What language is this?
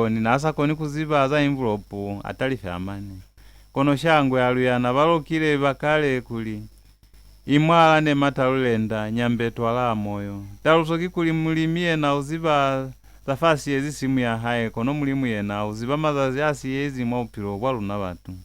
Lozi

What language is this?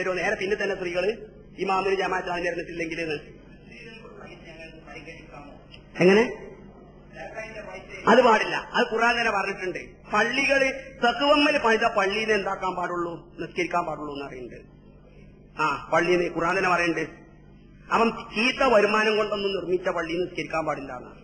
Malayalam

